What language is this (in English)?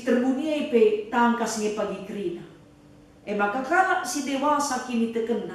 Batak Karo